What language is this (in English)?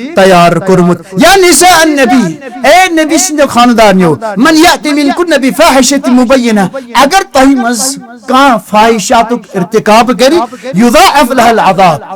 Kashmiri